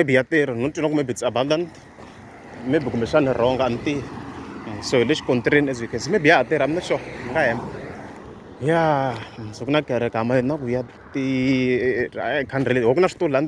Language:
Tsonga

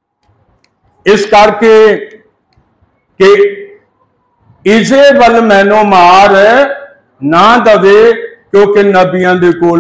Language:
Punjabi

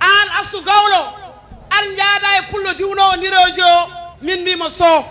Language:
Fula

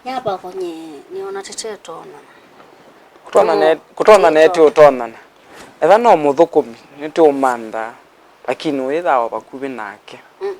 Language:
Kamba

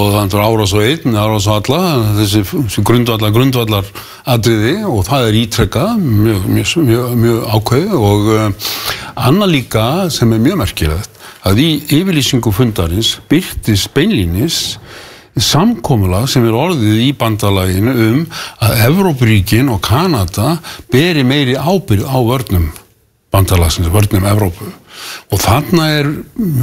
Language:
Icelandic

